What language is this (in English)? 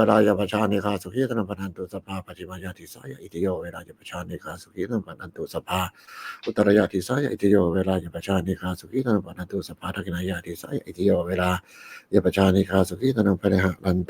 Pali